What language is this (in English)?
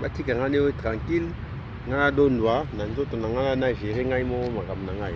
Lingala